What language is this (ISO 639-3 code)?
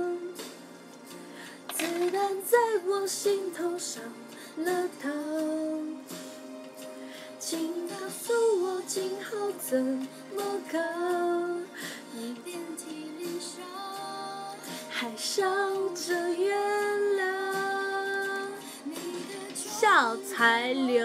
zho